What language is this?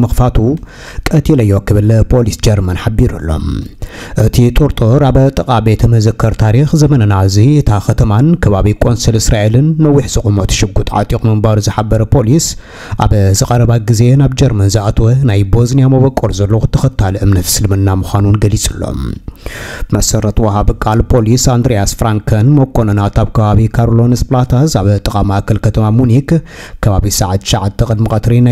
Tigrinya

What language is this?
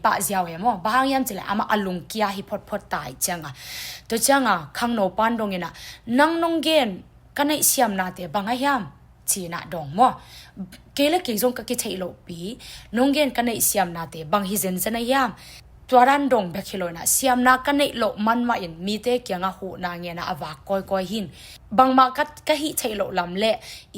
Tedim Chin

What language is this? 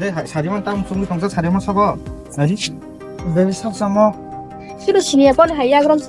Kok Borok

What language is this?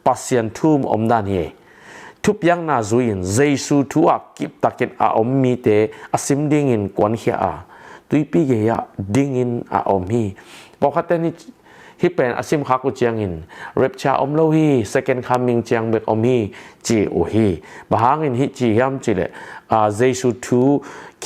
Tedim Chin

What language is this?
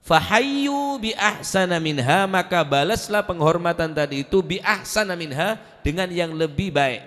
Madurese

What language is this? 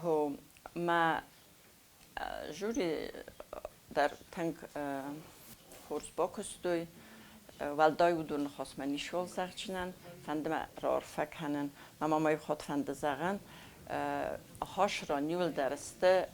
Ossetic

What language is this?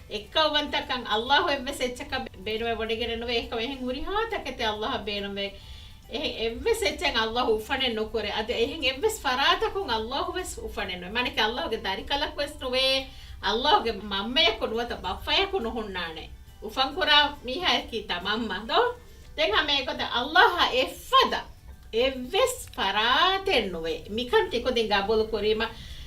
Divehi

